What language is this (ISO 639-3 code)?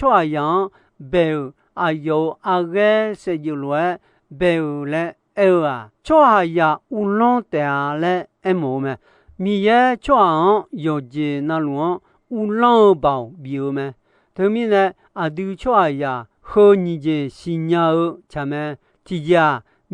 ahk